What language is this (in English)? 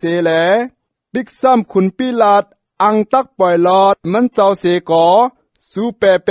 Shan